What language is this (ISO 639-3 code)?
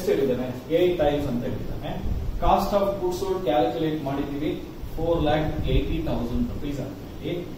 kan